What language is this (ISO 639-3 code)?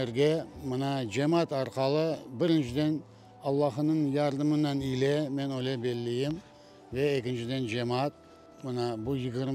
crh